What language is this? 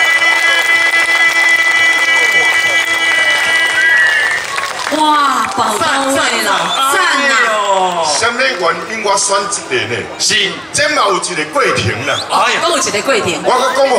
Min Nan Chinese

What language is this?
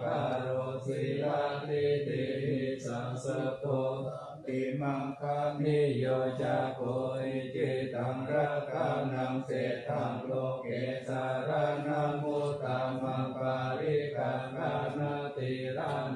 Pali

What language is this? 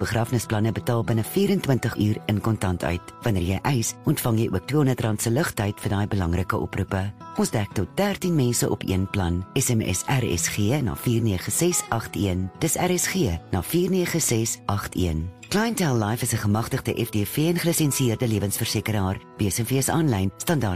Afrikaans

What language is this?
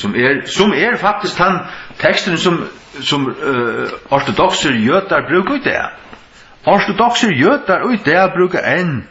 Faroese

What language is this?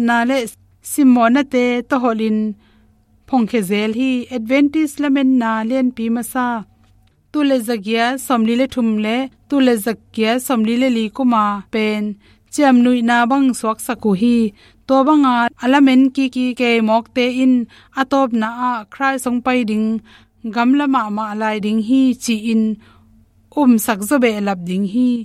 Tedim Chin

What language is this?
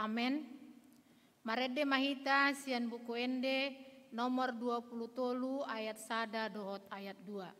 Batak Toba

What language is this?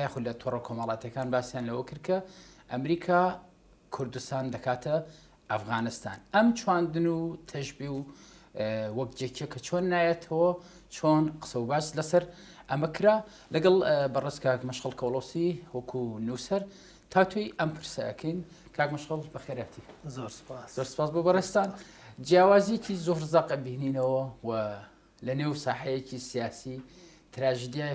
Central Kurdish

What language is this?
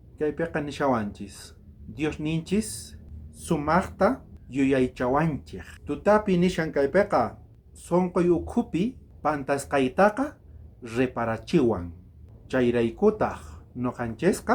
South Bolivian Quechua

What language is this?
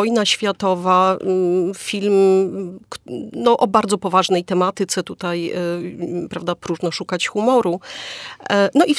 Polish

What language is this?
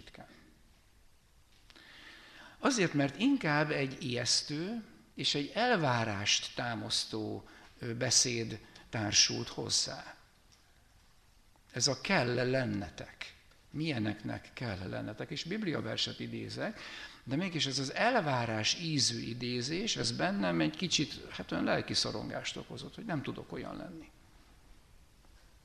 Hungarian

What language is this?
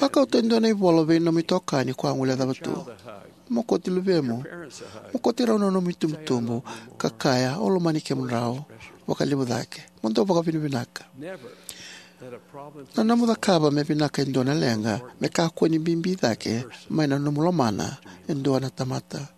Fijian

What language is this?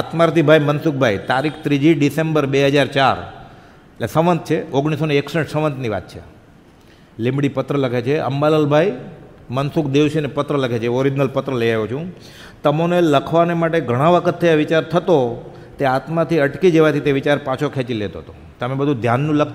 Gujarati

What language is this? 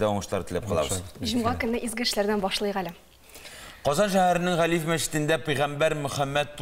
Tatar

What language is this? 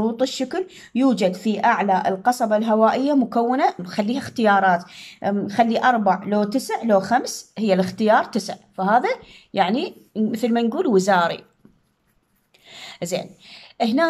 Mesopotamian Arabic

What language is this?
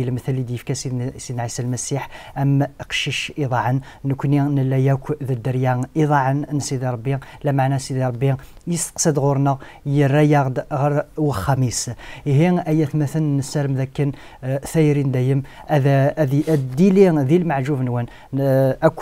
Kabyle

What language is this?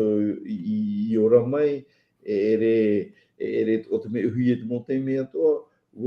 Tahitian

